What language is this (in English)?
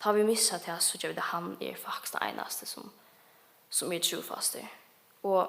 Faroese